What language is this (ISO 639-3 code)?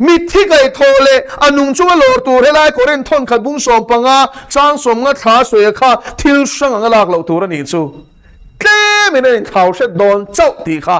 lus